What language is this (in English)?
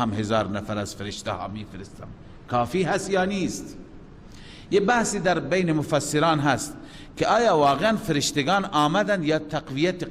Persian